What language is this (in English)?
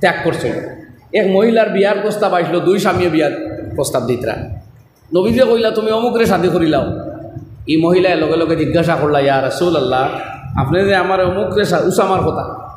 Sylheti